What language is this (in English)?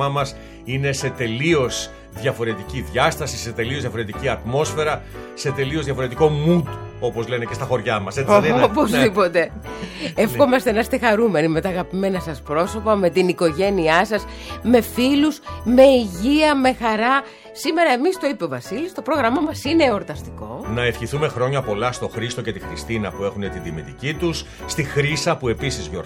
Greek